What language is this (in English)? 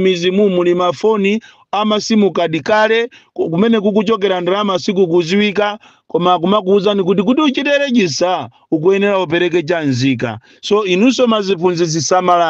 Nyanja